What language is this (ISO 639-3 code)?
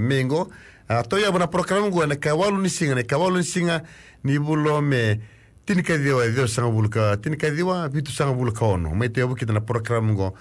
fij